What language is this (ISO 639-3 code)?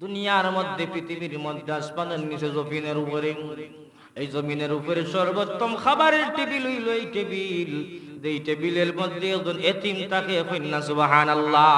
syl